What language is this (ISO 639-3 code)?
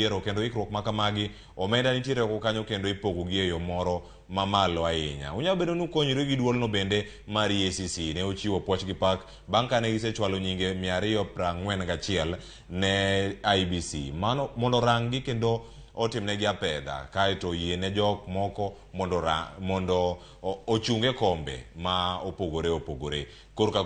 luo